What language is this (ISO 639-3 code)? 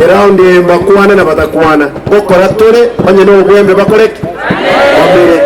guz